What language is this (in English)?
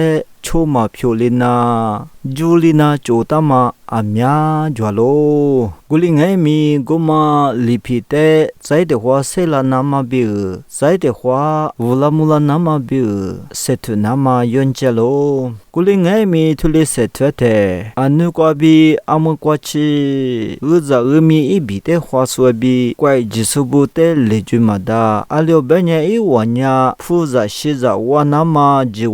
Lisu